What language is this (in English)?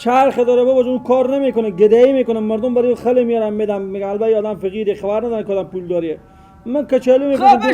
Persian